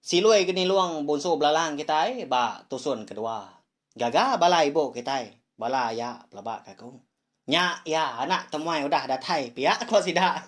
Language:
Iban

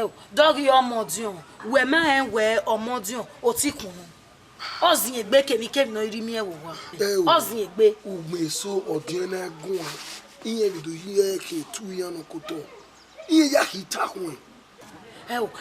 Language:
Bini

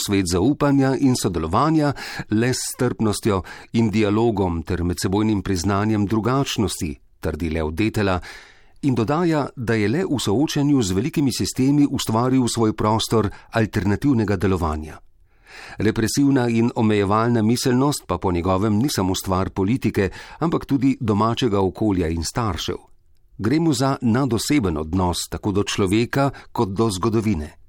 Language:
Slovenian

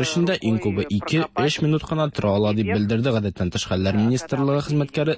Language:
Tatar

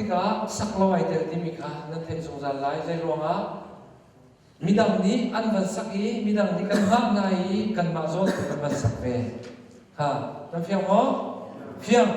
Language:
Hakha Chin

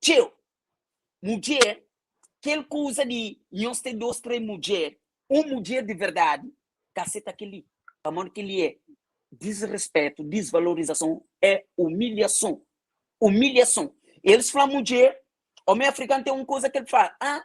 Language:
Kabuverdianu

